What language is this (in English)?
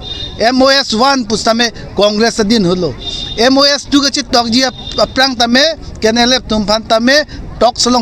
Karbi